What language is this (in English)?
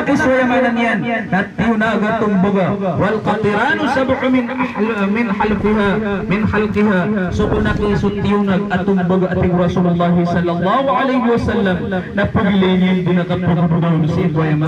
Maranao